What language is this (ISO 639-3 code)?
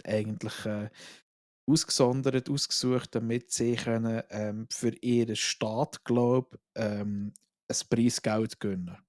gsw